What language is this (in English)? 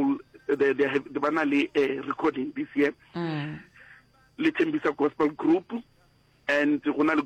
Northern Sotho